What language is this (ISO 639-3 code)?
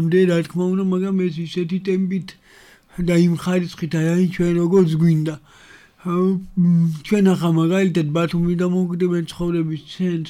kat